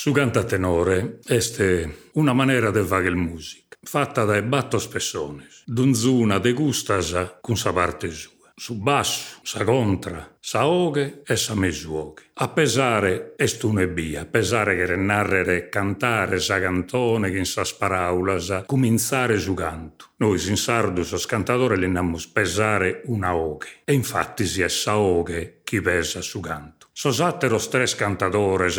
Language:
Sardinian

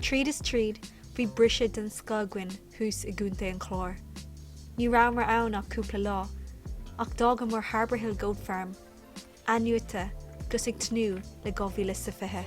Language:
Irish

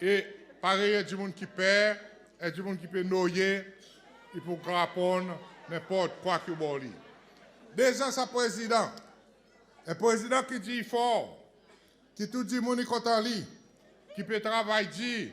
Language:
Seselwa Creole French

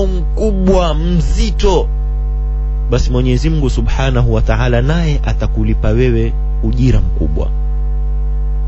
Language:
Swahili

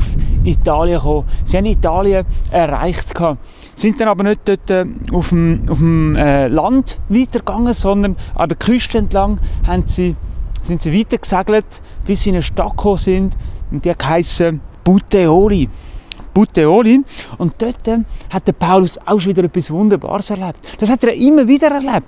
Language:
Swiss German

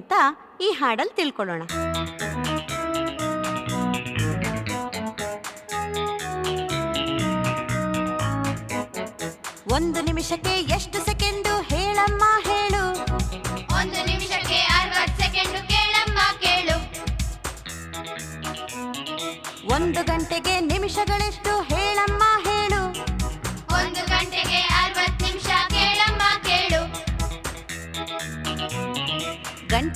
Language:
Kannada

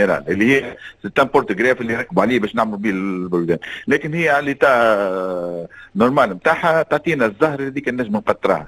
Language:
Tunisian Arabic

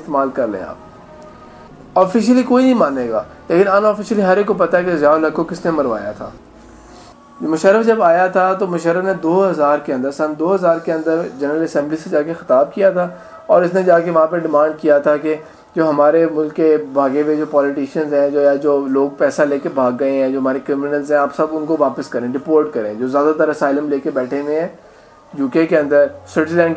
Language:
Urdu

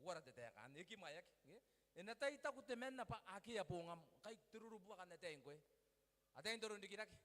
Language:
Gilbertese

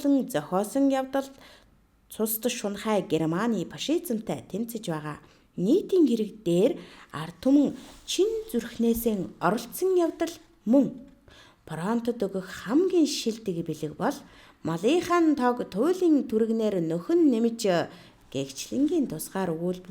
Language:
Mongolian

